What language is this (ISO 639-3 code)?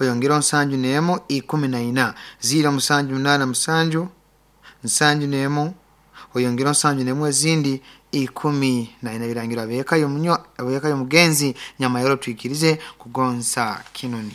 nyo